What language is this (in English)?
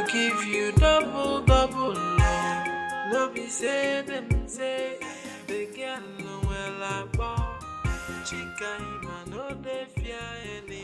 Nigerian Pidgin